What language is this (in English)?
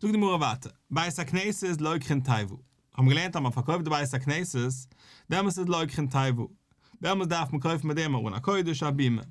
Yiddish